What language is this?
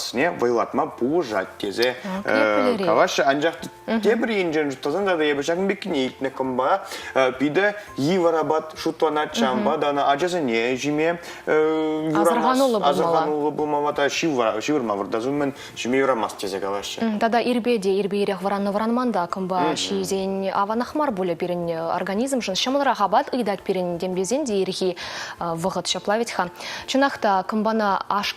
Chuvash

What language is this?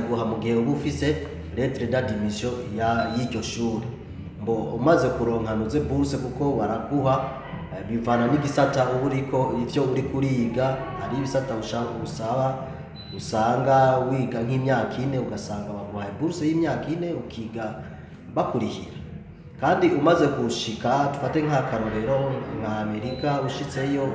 Rundi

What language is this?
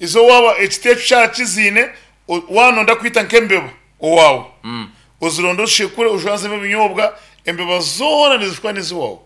Nyankole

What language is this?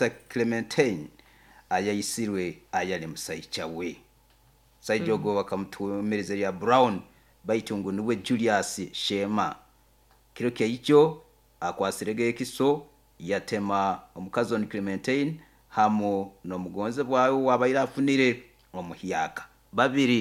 Nyoro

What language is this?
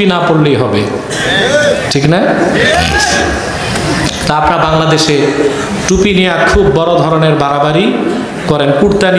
Bangla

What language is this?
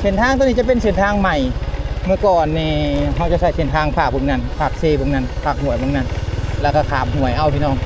Lao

